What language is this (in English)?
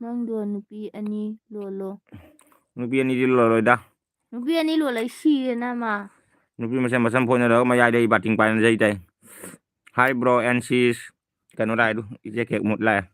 Manipuri